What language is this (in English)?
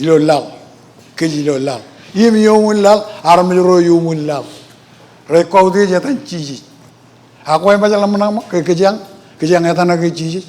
Marshallese